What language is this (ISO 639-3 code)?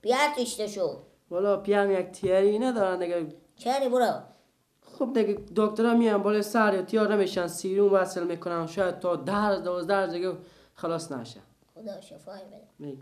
fas